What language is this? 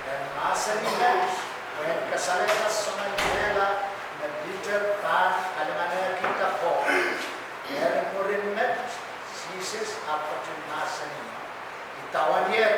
Pohnpeian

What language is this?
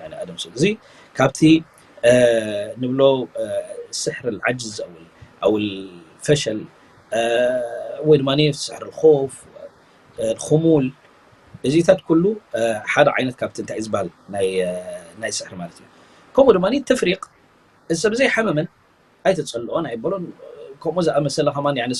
Tigrinya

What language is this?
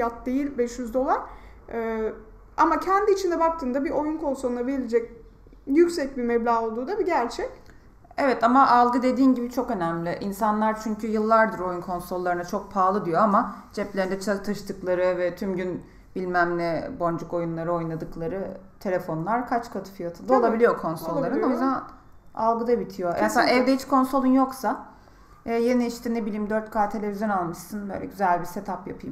Turkish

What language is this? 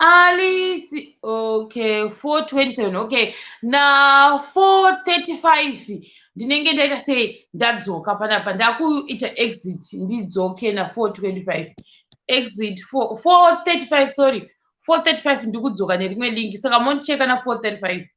Shona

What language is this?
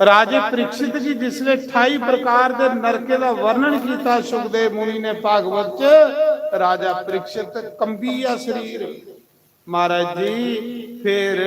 Dogri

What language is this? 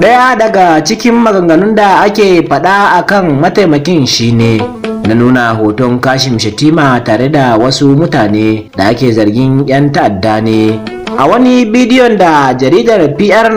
Hausa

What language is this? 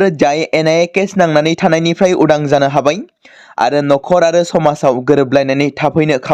Bodo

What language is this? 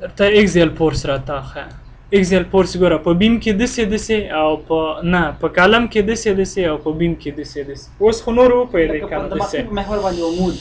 Pashto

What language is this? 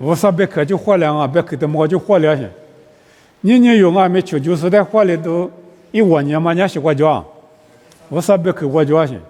Lisu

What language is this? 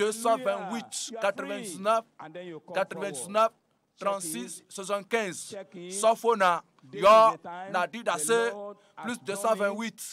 Ewe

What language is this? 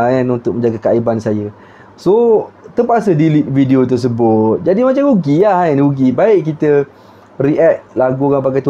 Malay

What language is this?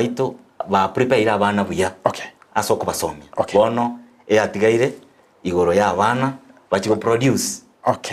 Gusii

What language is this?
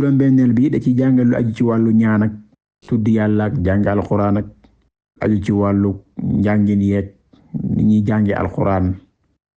Wolof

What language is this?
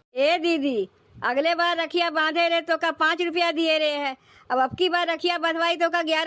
Awadhi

